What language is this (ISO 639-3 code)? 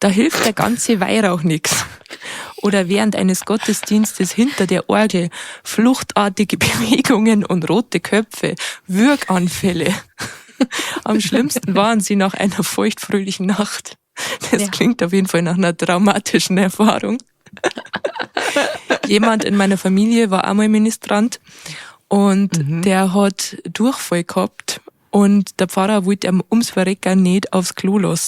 bar